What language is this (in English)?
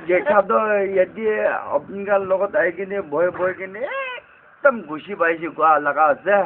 Naga Pidgin